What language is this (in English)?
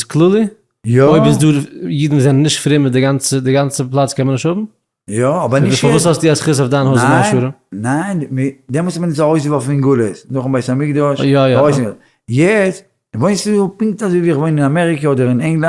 Yiddish